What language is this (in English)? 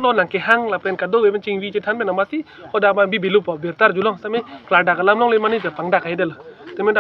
Karbi